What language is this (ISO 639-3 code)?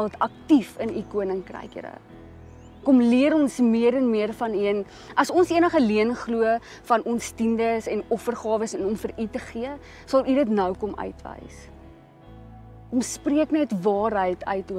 afr